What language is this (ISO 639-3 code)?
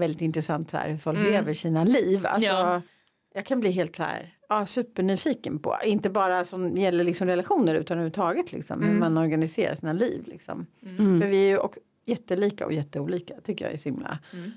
swe